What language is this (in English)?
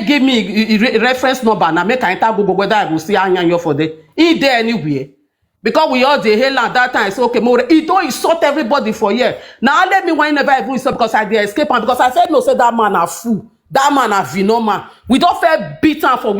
Nigerian Pidgin